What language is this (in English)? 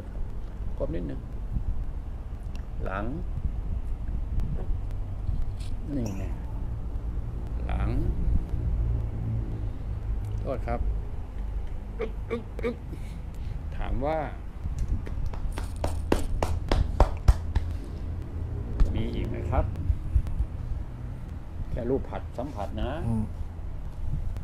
Thai